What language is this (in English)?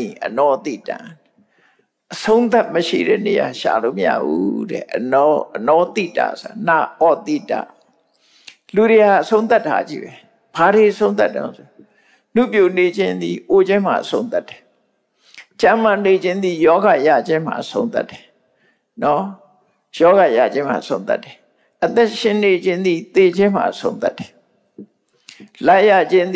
Burmese